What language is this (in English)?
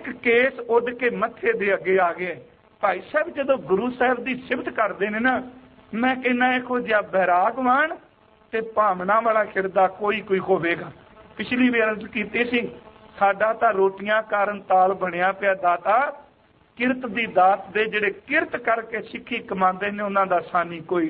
Punjabi